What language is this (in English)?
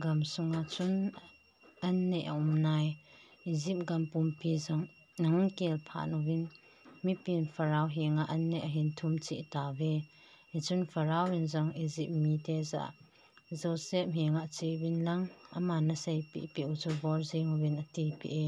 Thado Chin